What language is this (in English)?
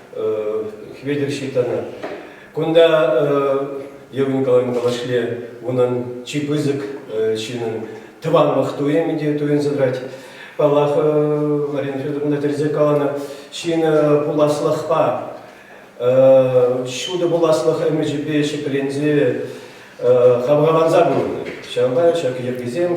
Chuvash